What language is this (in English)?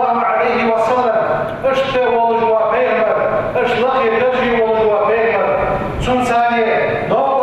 Ingush